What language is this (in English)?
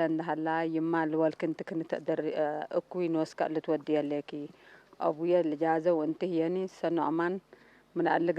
Tigre